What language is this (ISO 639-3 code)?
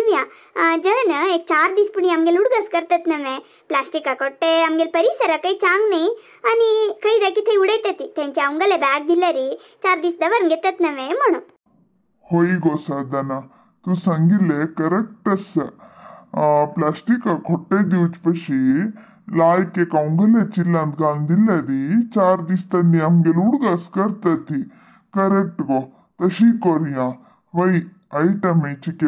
kok